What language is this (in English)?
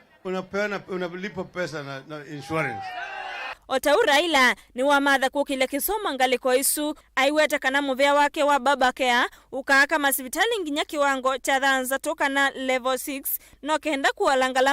Kamba